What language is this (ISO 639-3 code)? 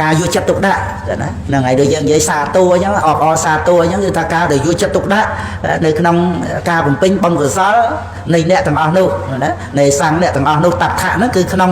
khm